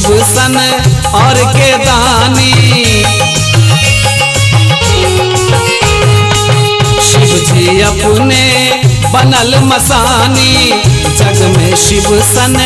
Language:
Bhojpuri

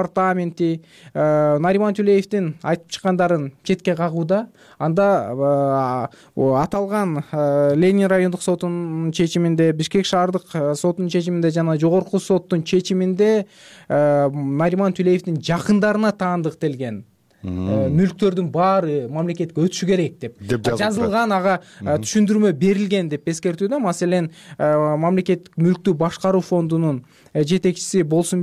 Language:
Kyrgyz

